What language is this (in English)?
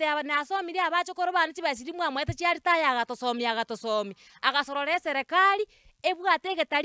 Gusii